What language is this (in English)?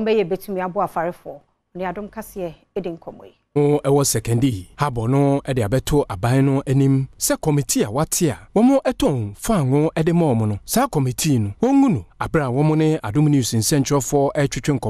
Akan